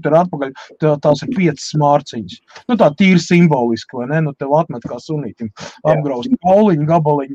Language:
Latvian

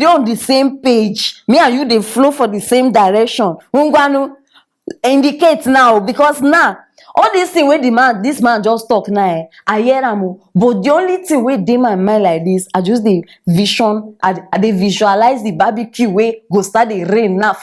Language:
Nigerian Pidgin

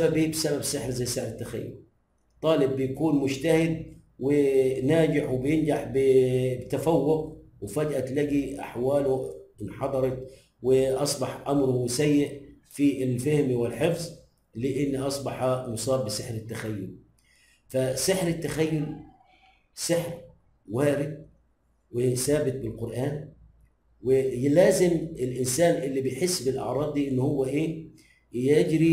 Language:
Egyptian Arabic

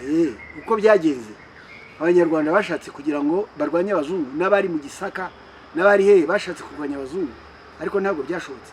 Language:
Kinyarwanda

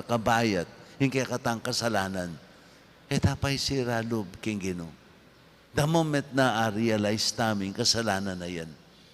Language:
Pampanga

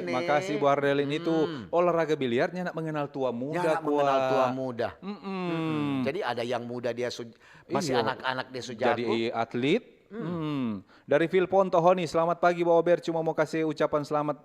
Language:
Manado Malay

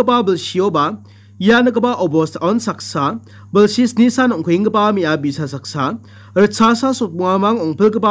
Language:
Garo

